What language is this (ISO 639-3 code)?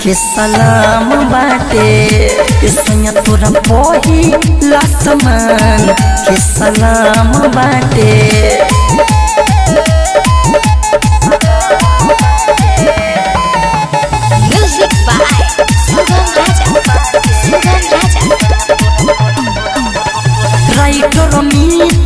bho